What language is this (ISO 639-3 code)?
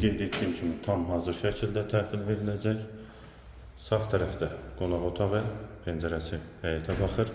aze